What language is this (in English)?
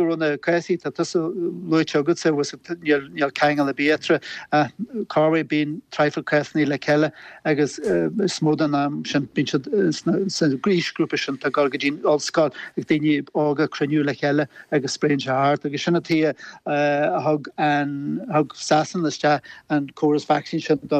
Irish